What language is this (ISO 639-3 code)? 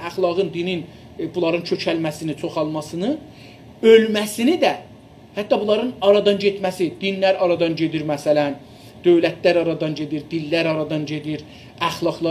azb